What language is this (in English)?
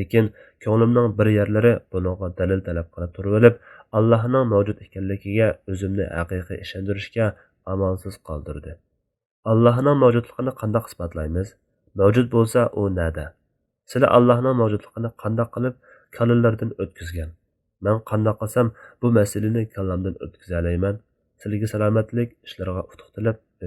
Uyghur